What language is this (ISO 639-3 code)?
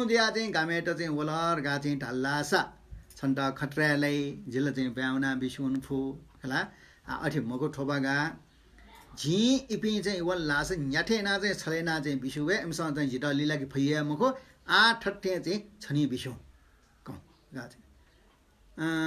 new